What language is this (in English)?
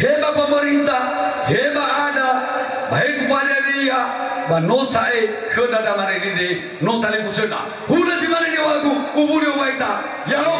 Nias